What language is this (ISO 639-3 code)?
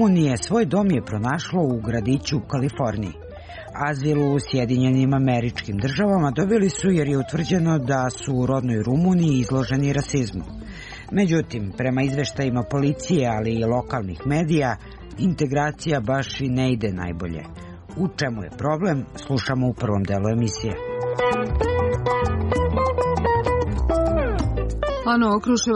srp